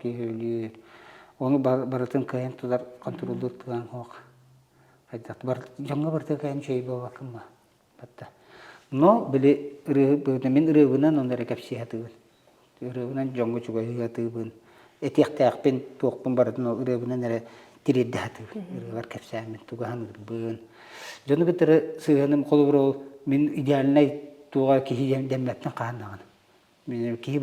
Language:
Yakut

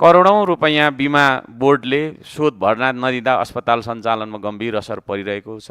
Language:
Nepali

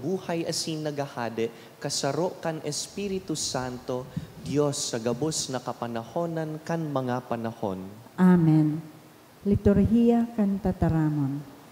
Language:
Bikol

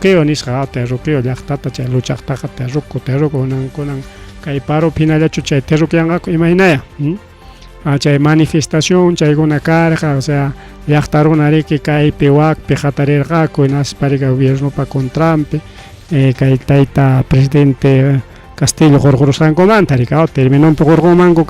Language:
Ayacucho Quechua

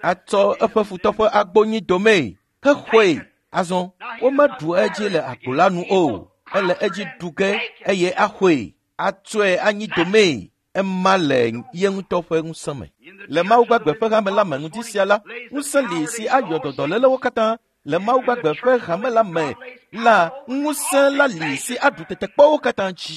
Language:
Ewe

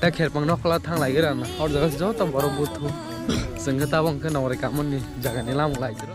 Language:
Kok Borok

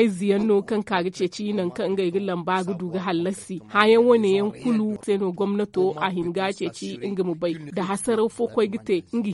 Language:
Zarma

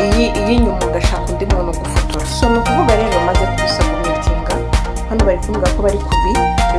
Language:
Kinyarwanda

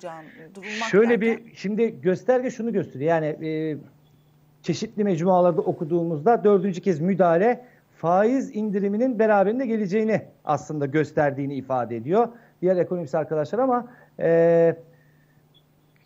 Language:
Turkish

